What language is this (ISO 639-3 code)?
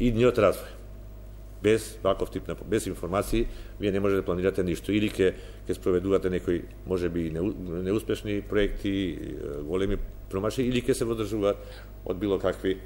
mkd